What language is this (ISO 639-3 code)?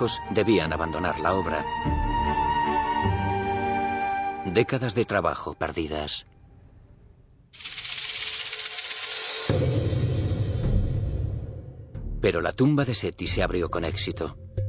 spa